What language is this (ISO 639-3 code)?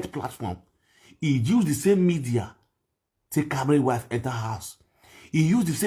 pcm